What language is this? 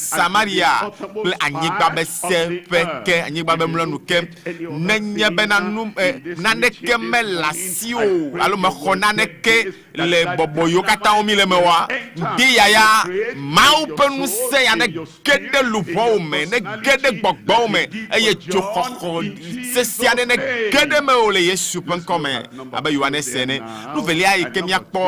Ewe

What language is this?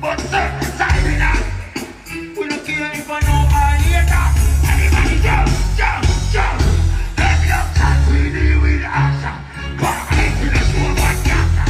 Jamaican Creole English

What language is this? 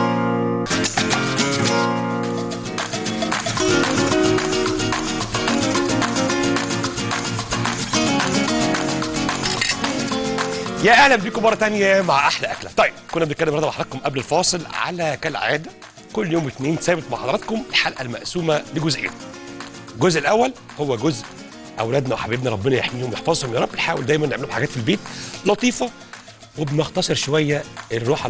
Egyptian Arabic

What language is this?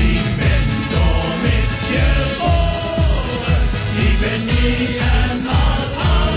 Limburgish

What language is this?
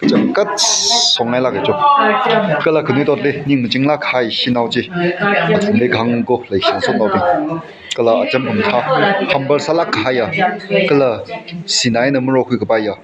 Tangkhul Naga (India)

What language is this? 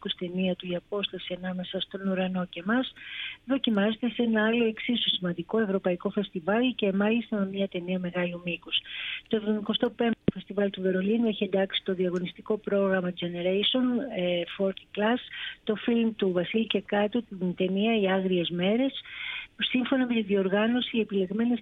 Greek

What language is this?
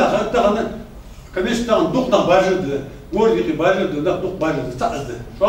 Ingush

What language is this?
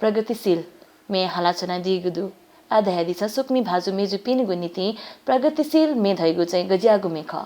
Newari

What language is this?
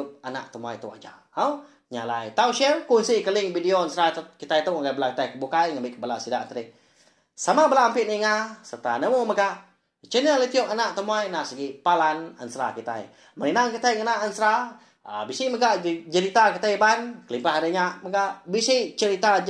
Iban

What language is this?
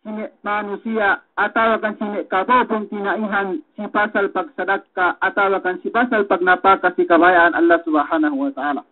Yakan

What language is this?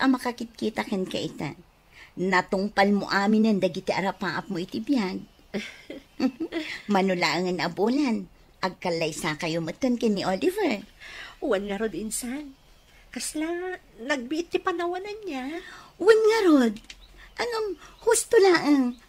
Iloko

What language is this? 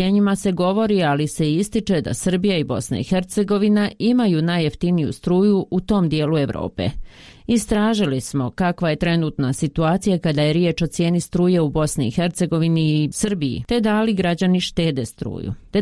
Bosnian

